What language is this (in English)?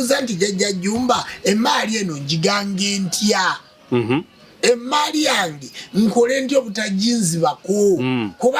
Ganda